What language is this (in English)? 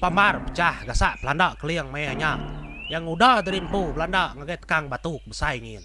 Iban